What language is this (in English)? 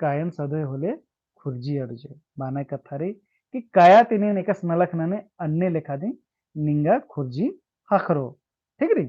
Kurukh